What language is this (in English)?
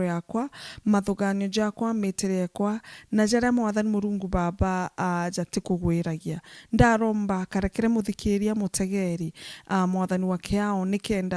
Meru